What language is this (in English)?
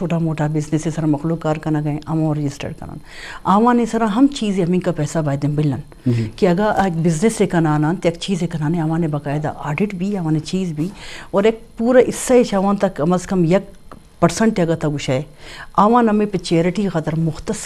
Eastern Balochi